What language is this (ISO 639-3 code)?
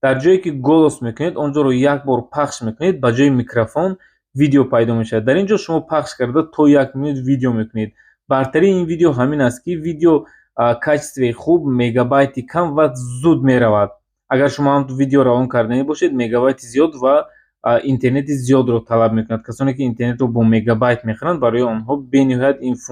tgk